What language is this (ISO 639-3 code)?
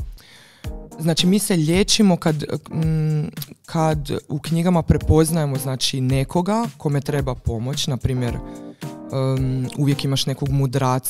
hrv